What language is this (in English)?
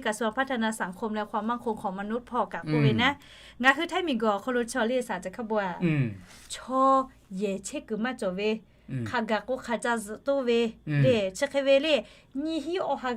Lahu